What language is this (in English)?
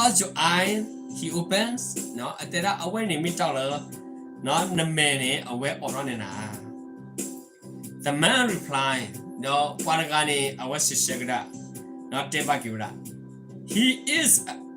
S'gaw Karen